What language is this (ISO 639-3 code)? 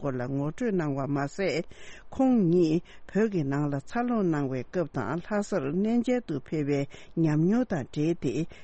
bod